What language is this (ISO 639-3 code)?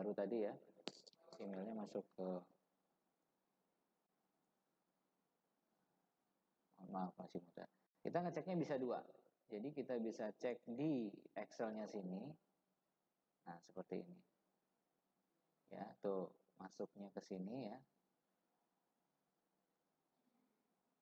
ind